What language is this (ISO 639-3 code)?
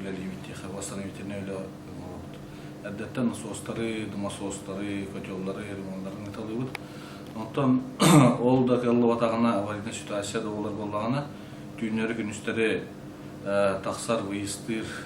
sah